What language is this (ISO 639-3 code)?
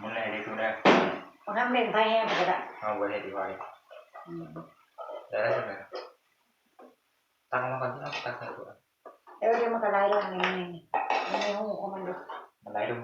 tts